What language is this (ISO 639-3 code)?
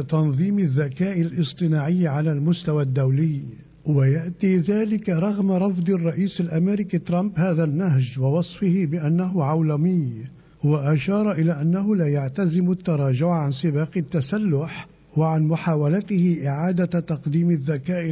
ara